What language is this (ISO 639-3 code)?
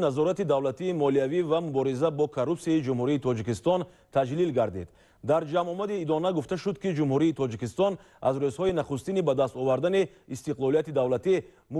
tgk